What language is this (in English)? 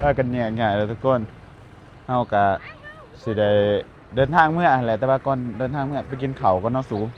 Lao